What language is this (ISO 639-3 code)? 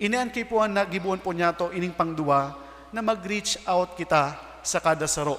bik